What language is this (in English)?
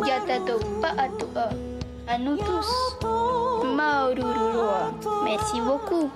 Tahitian